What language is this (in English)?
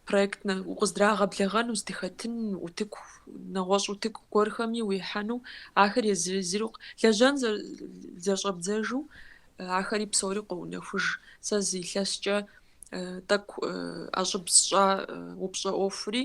Kabardian